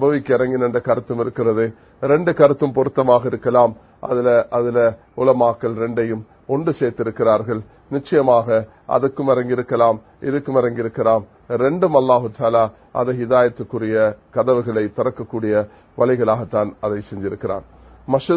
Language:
Tamil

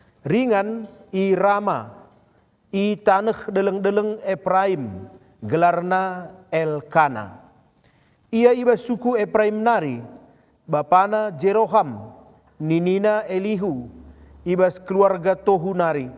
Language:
Batak Karo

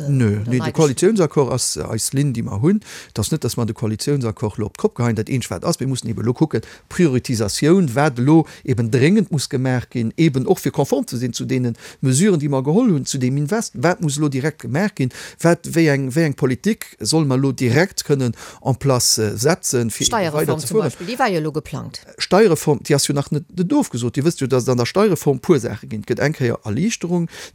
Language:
Luxembourgish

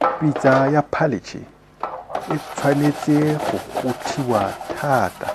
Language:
Tswana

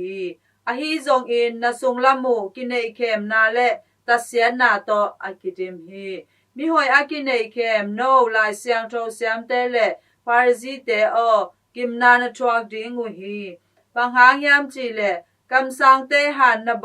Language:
Tedim Chin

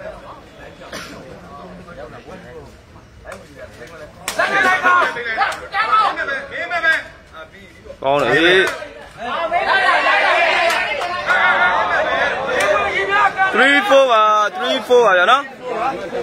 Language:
Burmese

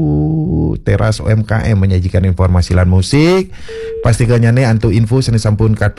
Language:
Balinese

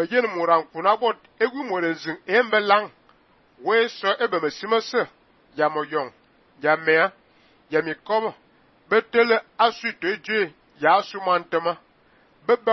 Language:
Fang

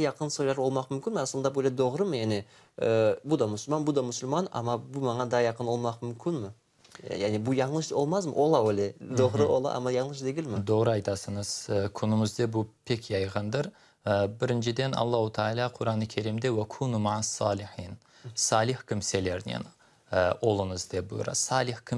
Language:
Crimean Tatar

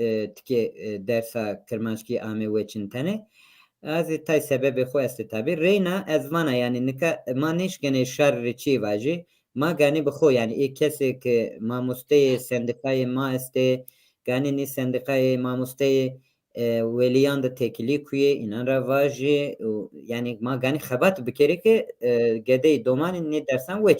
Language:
Zaza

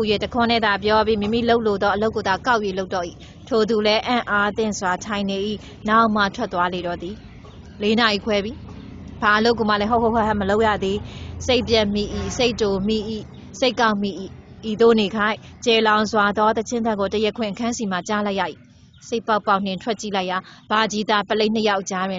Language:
Burmese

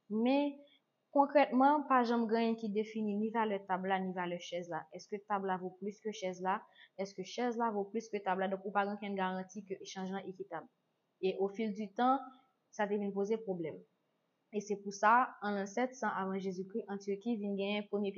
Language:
Haitian Creole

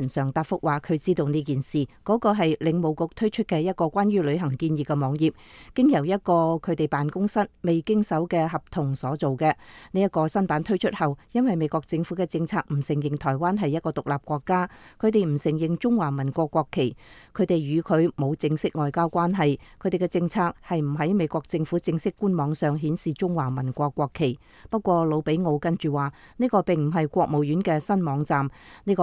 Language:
Cantonese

